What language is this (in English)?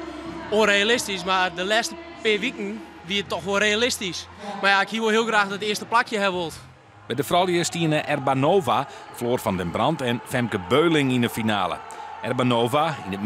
Western Frisian